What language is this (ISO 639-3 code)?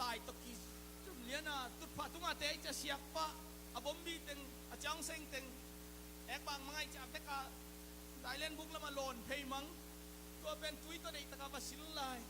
ctd